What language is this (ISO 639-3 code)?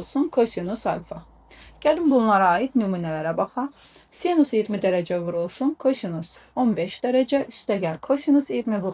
aze